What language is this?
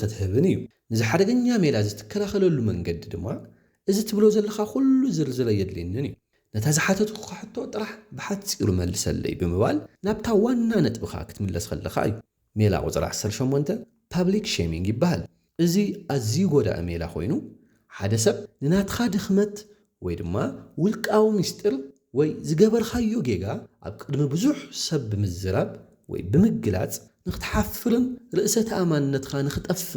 Tigrinya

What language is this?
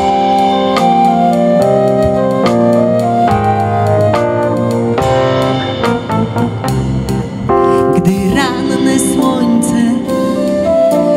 Polish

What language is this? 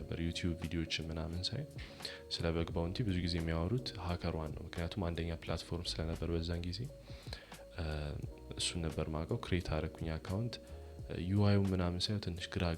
Amharic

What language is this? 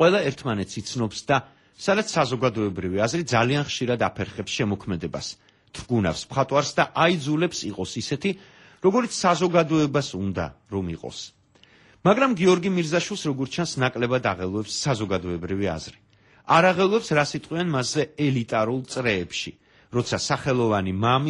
Georgian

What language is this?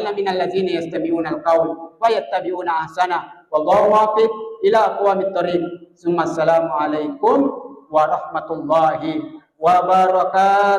Buginese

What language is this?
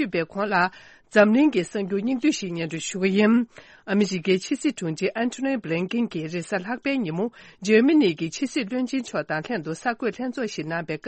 Tibetan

